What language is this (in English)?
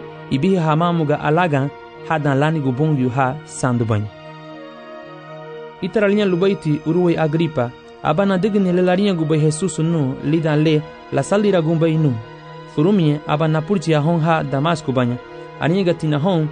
Garifuna